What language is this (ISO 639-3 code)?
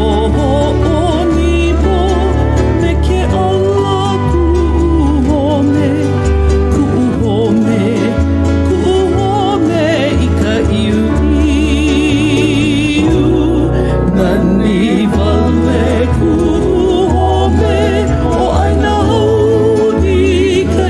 haw